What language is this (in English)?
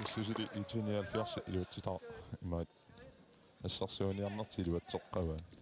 Kalaallisut